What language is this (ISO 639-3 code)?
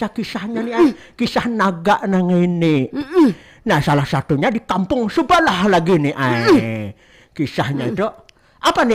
bjn